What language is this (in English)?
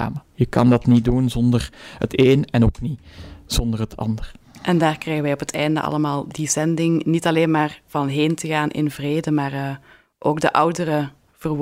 Dutch